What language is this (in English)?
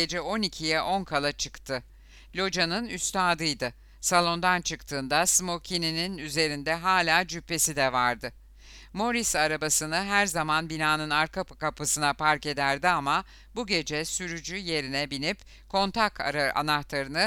Turkish